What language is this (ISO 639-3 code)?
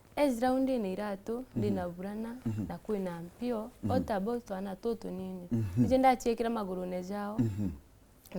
mer